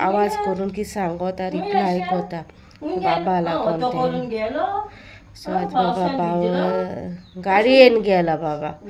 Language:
Konkani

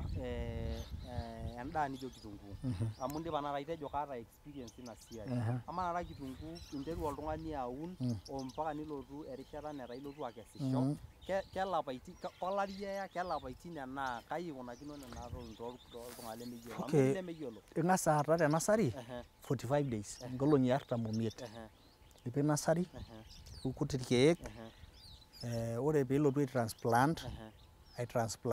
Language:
Masai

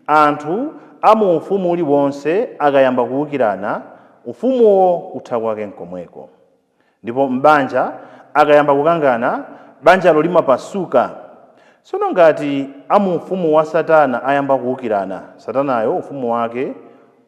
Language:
Nyanja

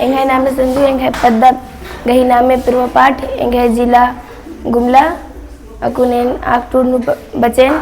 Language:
Kurukh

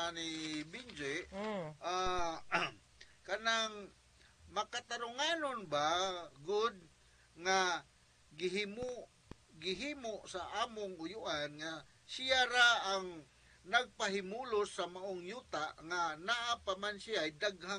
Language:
Cebuano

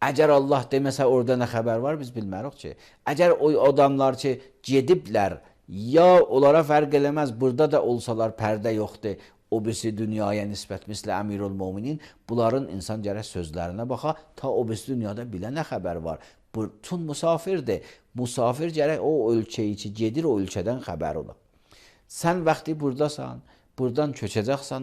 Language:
Azerbaijani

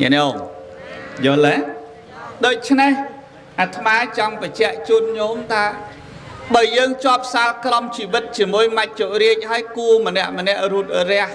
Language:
Khmer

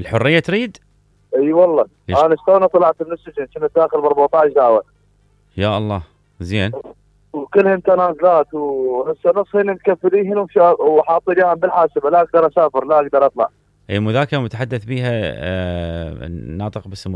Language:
Mesopotamian Arabic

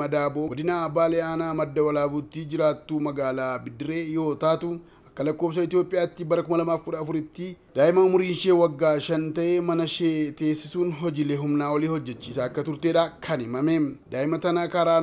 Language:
Oromo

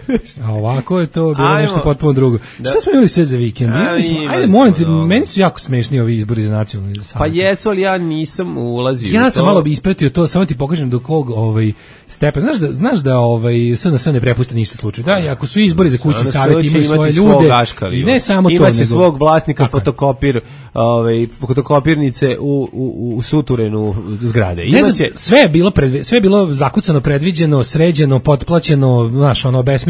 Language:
Serbian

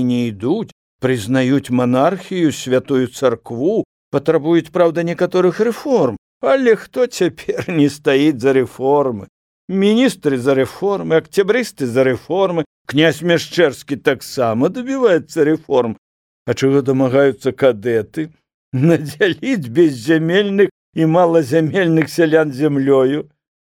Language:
Belarusian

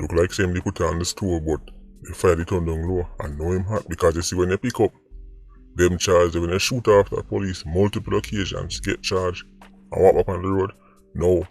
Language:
Jamaican Creole English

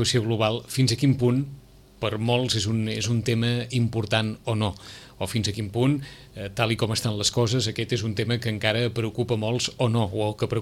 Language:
Catalan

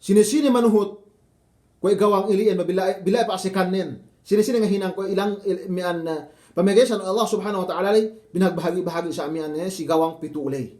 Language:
Yakan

